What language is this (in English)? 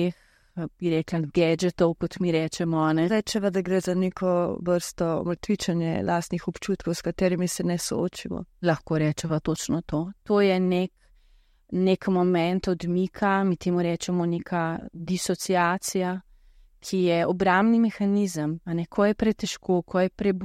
Slovenian